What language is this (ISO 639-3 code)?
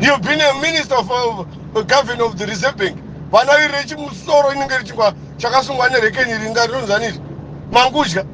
sna